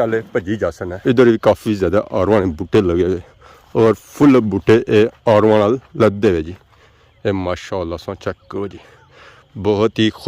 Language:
Pahari-Potwari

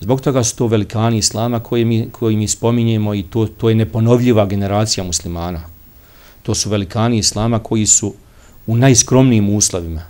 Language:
Bosnian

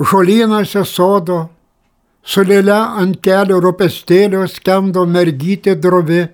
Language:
Lithuanian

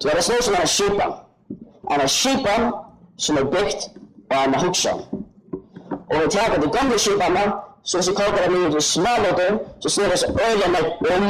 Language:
Faroese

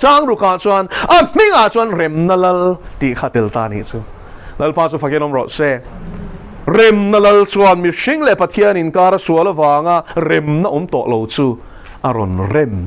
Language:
Mizo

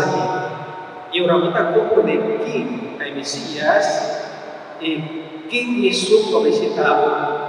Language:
Papiamento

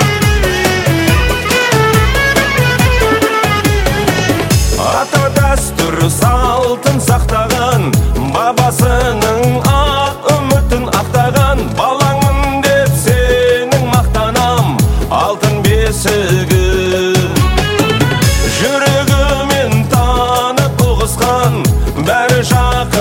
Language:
Kazakh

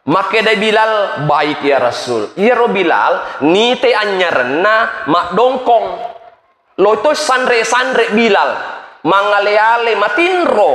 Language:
Buginese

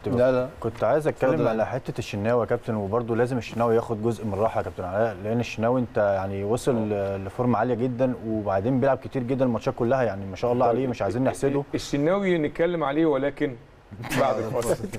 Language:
Egyptian Arabic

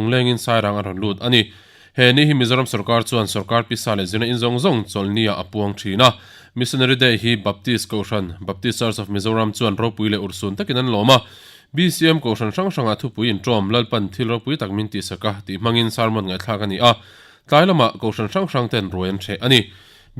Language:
Mizo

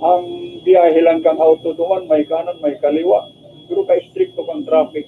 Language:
Bikol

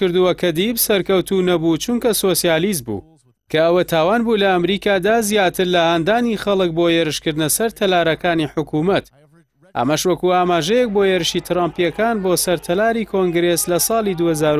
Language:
Central Kurdish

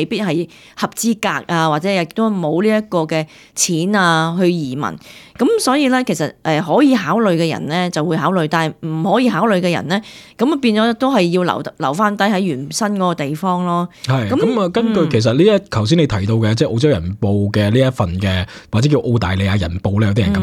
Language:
Cantonese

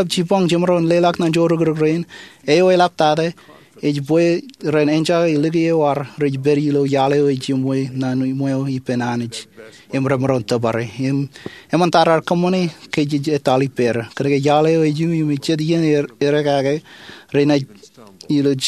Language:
Marshallese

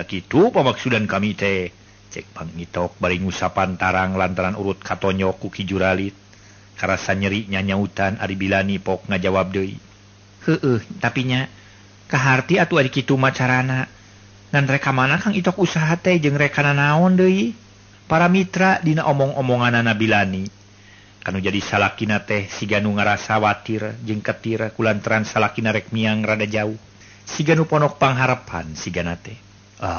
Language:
Sundanese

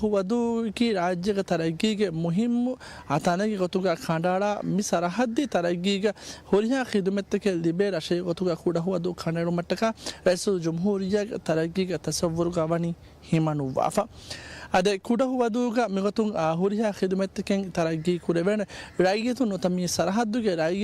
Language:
Divehi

